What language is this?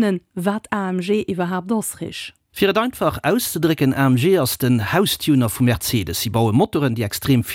Luxembourgish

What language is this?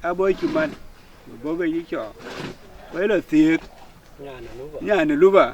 Dinka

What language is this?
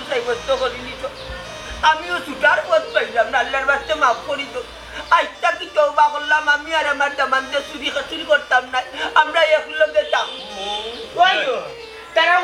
Sylheti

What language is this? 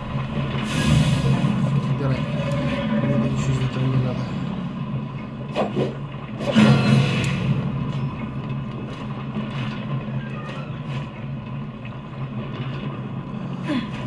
Russian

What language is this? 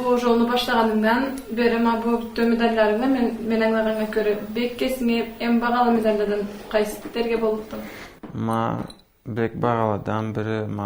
Karachay-Balkar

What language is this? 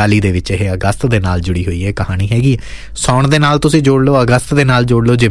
Punjabi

